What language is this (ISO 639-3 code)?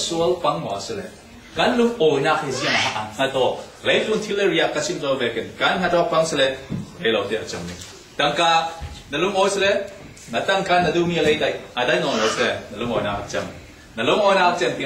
cfm